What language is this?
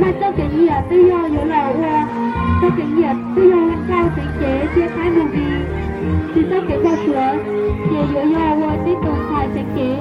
Hmong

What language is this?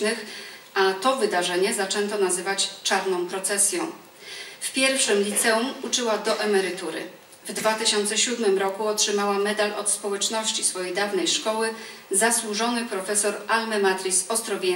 Polish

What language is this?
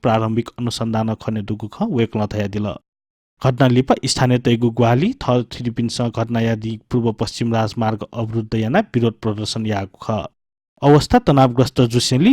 Newari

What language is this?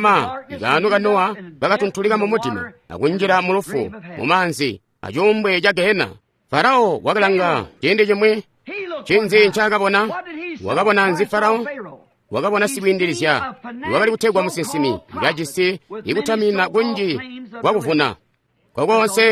Tonga (Zambia)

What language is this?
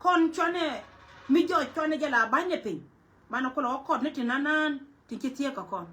Nuer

